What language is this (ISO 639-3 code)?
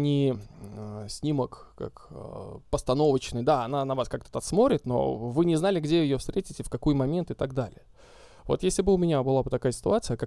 rus